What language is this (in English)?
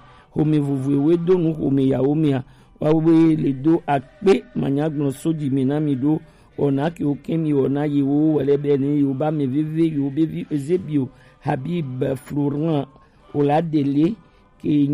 Gen